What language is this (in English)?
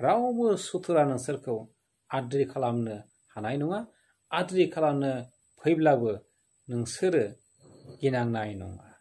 Bodo